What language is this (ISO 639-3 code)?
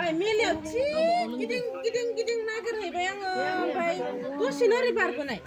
brx